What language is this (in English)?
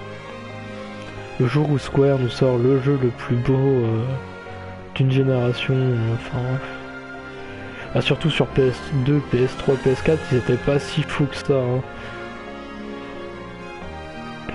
French